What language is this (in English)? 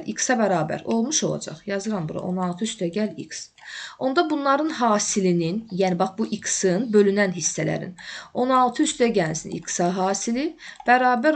Azerbaijani